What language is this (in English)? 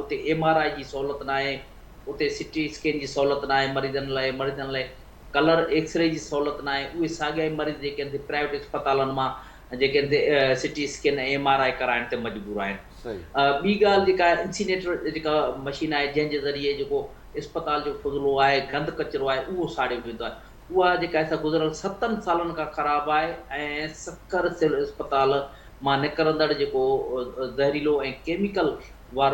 Sindhi